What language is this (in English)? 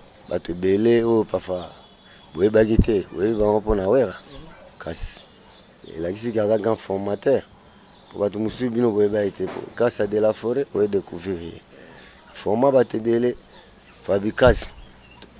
Lingala